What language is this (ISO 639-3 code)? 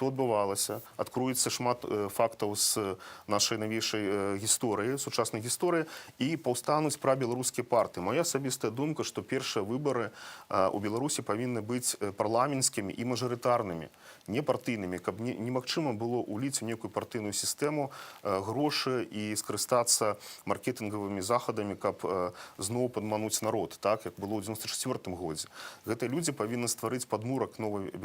bel